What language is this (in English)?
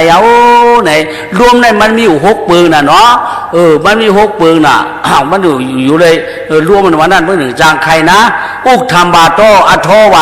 Shan